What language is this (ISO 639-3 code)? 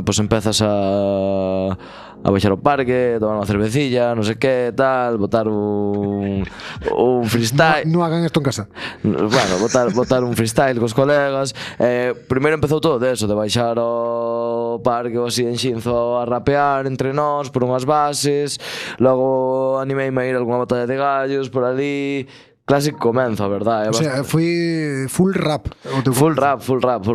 glg